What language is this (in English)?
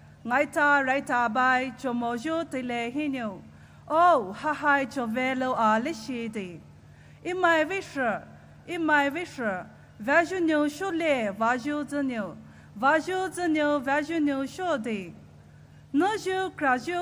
Poumei Naga